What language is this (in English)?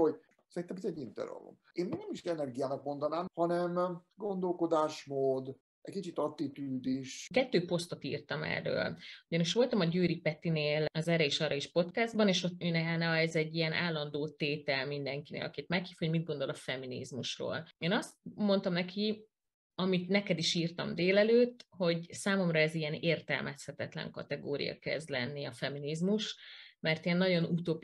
Hungarian